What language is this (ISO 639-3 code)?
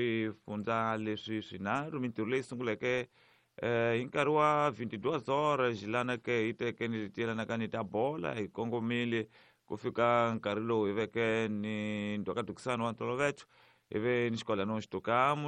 tso